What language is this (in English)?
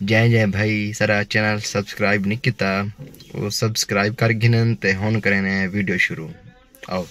Saraiki